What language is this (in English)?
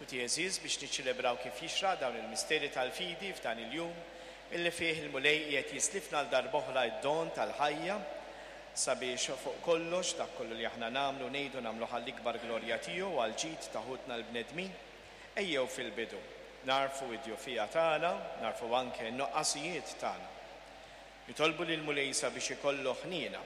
Maltese